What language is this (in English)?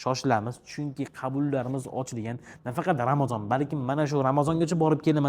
Uzbek